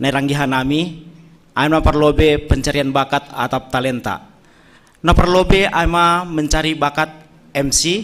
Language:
Batak Simalungun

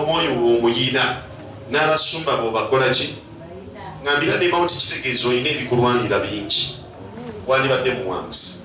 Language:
Ganda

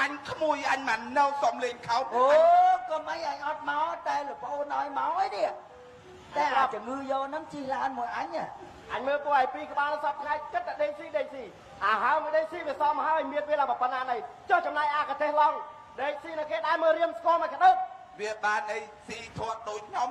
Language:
Khmer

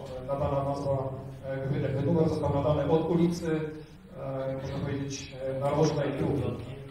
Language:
Polish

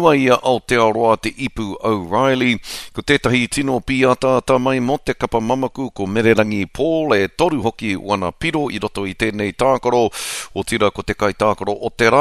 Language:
Māori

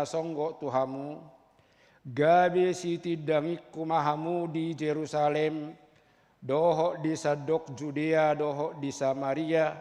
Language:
Batak Toba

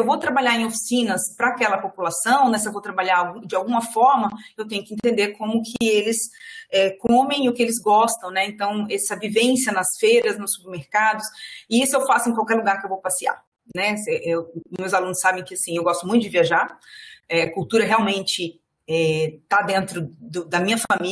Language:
Portuguese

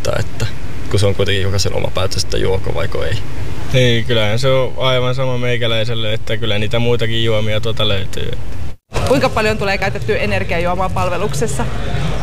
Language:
Finnish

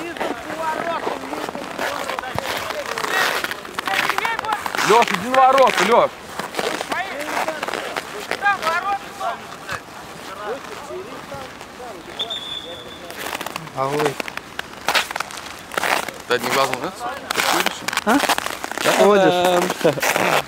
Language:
Russian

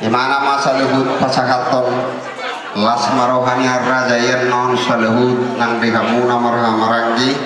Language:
Batak Toba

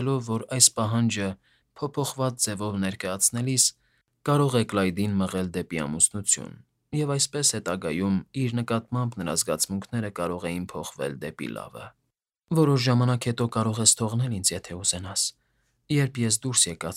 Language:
Armenian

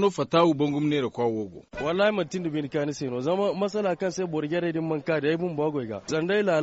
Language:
Zarma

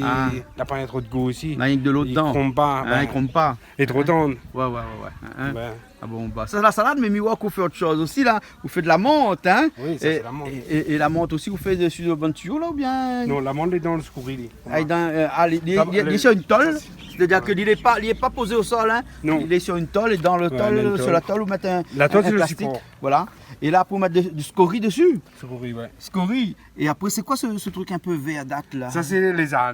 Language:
Réunion Creole French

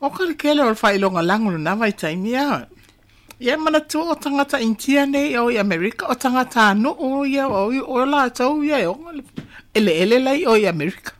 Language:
Samoan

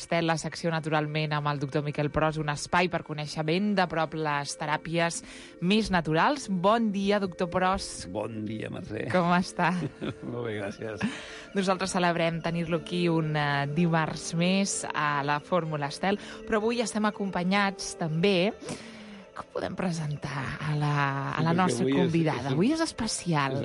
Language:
Catalan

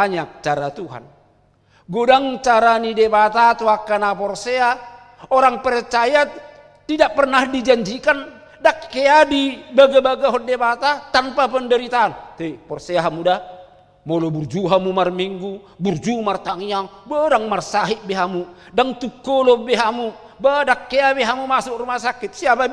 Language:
Batak Toba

